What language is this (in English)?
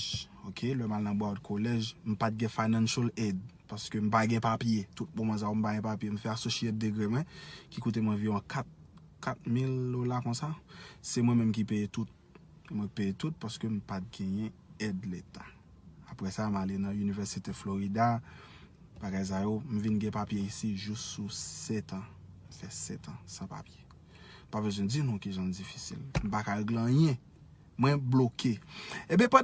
Haitian Creole